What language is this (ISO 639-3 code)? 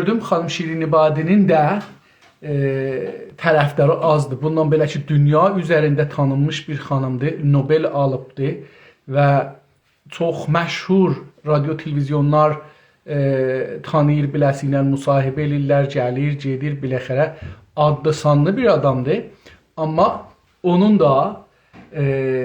azb